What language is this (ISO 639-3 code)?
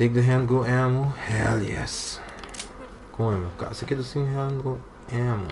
pap